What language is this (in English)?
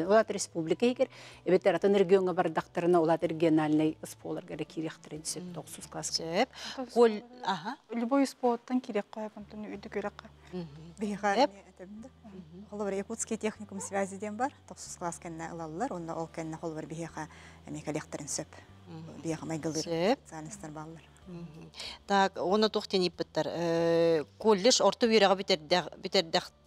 Yakut